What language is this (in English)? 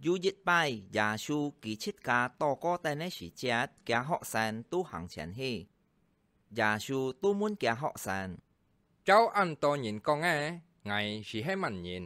Hakka Chinese